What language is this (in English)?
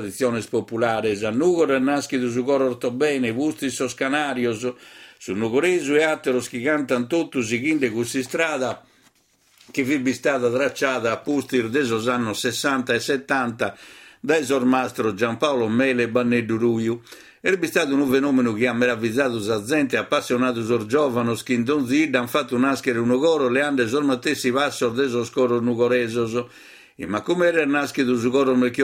Sardinian